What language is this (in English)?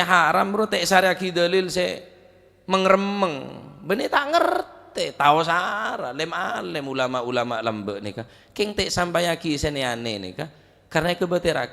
Madurese